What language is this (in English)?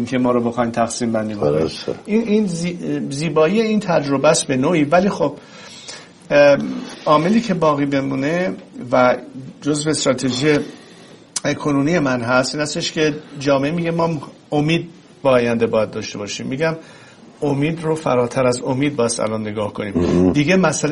Persian